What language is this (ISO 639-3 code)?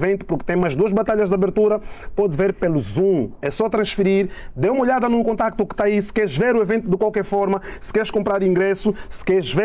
por